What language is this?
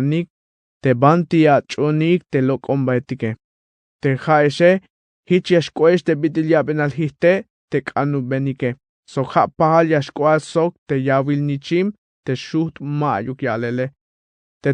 Tzeltal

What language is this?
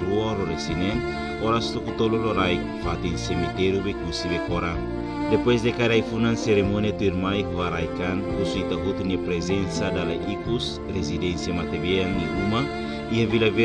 Tetum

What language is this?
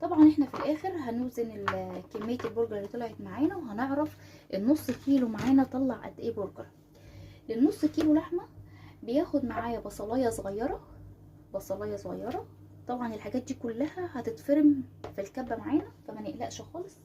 Egyptian Arabic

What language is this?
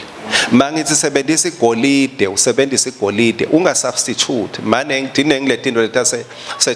Swati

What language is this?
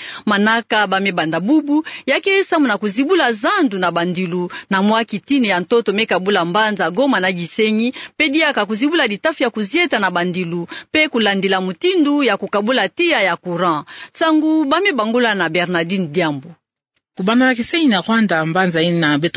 Kituba (Democratic Republic of Congo)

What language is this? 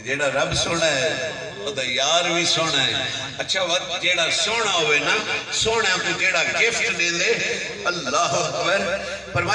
Saraiki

